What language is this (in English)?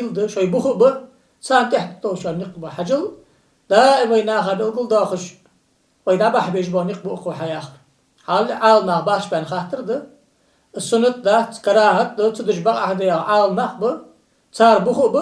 Ingush